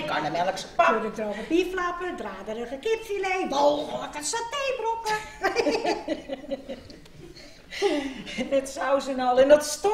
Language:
Dutch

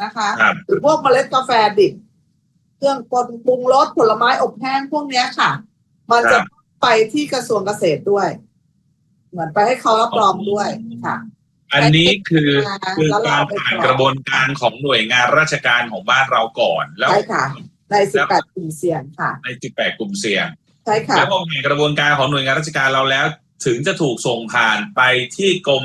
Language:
Thai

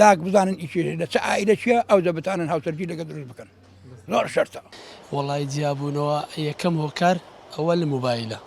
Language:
Central Kurdish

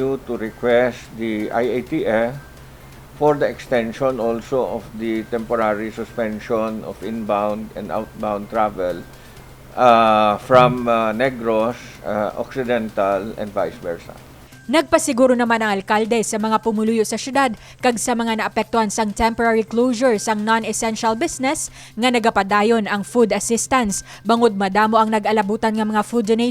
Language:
Hiligaynon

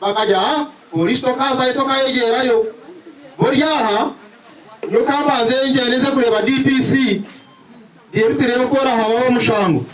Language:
Nyankole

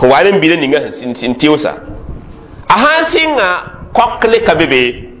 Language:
Mossi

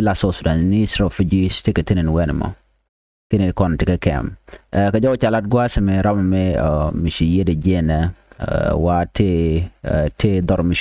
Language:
Nuer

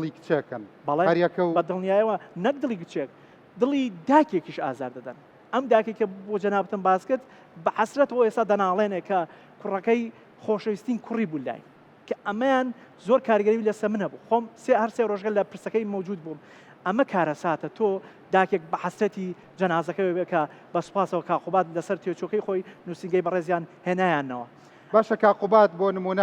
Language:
Central Kurdish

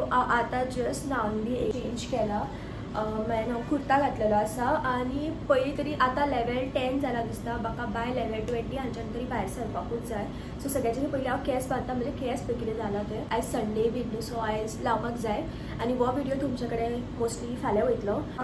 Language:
Konkani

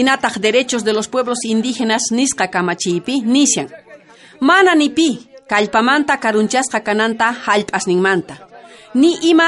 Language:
South Bolivian Quechua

